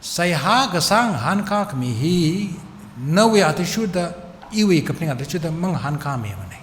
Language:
Tangkhul Naga (India)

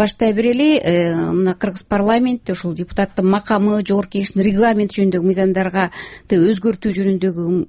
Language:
Kyrgyz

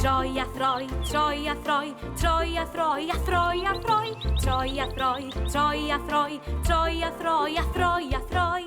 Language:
Welsh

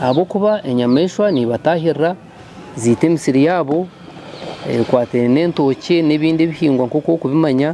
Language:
Nyankole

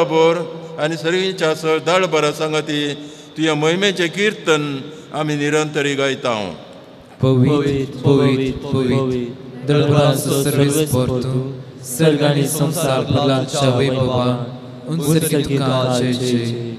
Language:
Konkani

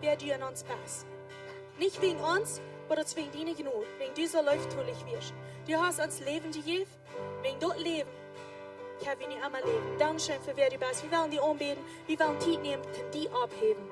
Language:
Plautdietsch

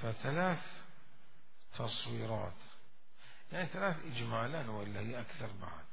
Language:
Mesopotamian Arabic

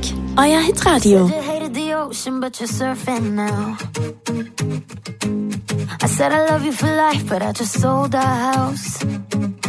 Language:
German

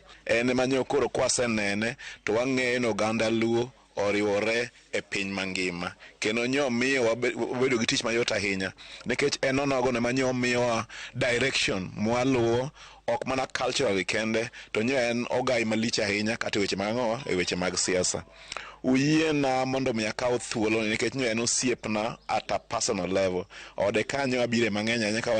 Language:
Luo (Kenya and Tanzania)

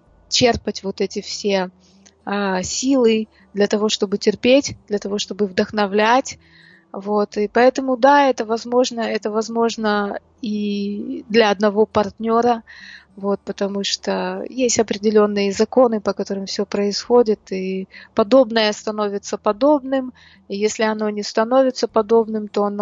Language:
Russian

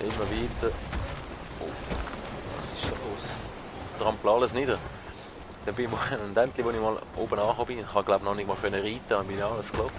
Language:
Swiss German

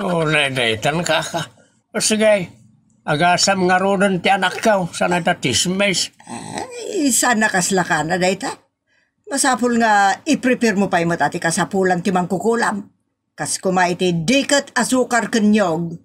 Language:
Iloko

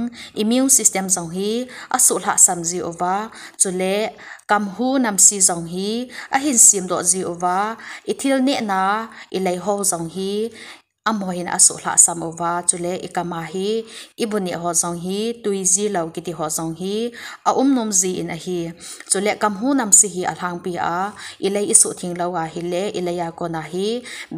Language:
Thado Chin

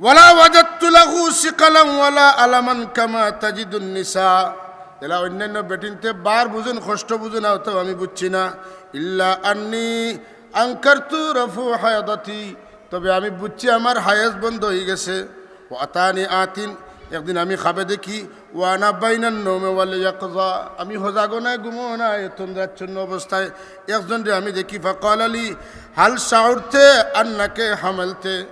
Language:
Sylheti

